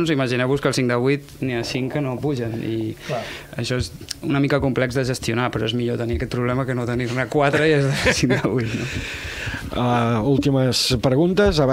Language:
Catalan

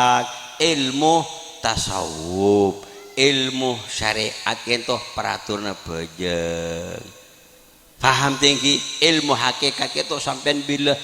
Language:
Madurese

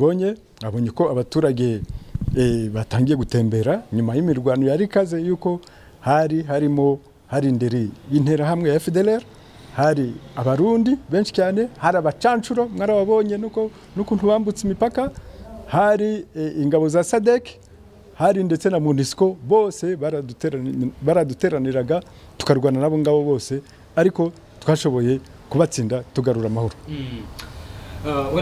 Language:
Kinyarwanda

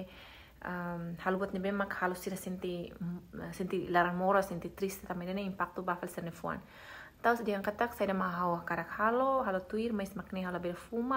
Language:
Tetum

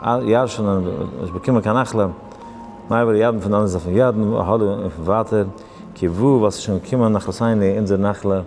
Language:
Yiddish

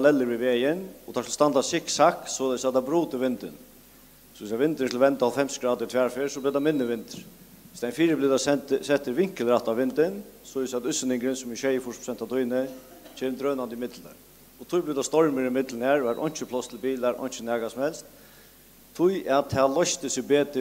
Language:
Faroese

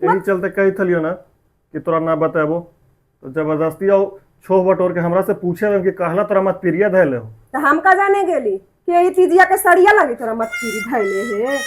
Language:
Magahi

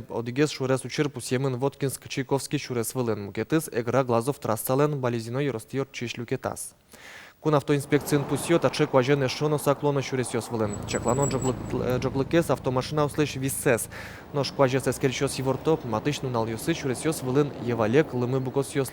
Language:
Udmurt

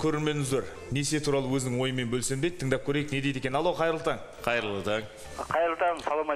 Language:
Kazakh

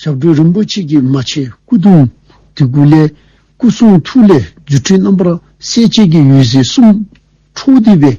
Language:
Dzongkha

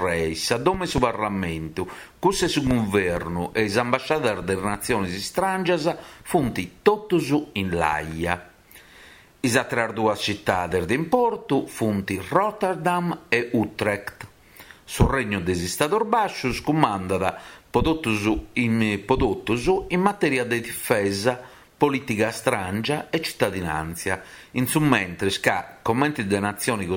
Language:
Sardinian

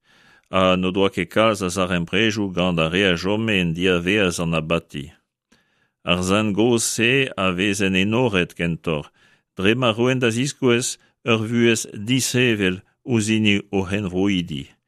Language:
Breton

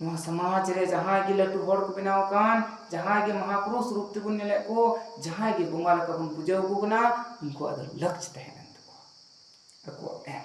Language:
Santali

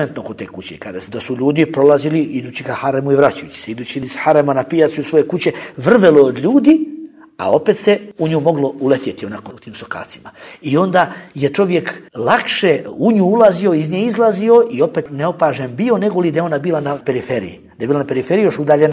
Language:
Bosnian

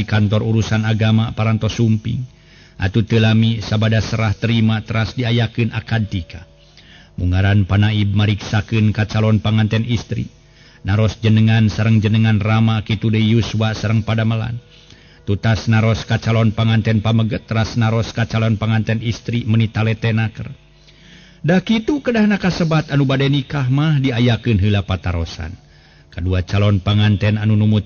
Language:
Sundanese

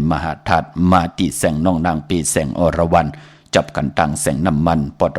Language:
Shan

